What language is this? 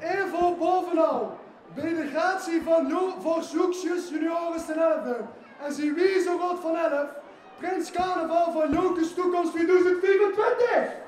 Limburgish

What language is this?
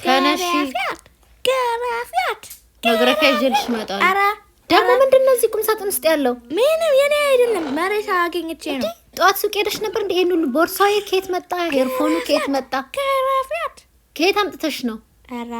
Amharic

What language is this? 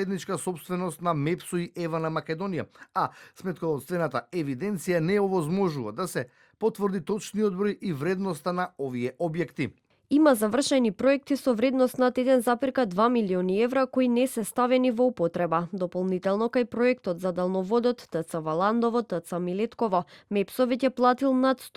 Macedonian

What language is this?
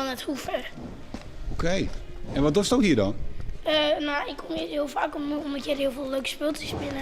Western Frisian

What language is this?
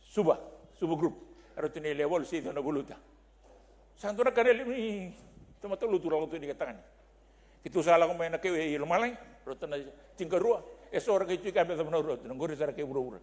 Fijian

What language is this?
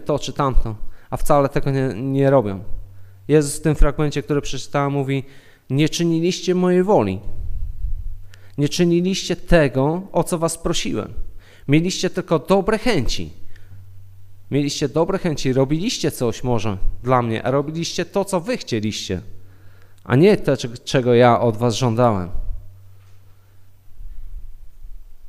Polish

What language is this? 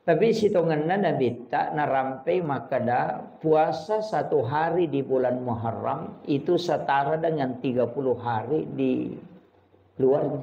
Buginese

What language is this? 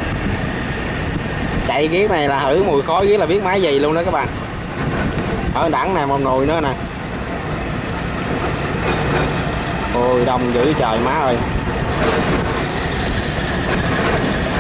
Vietnamese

